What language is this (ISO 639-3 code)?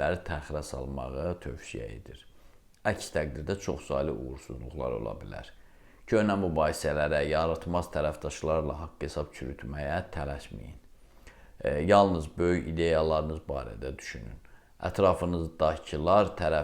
aze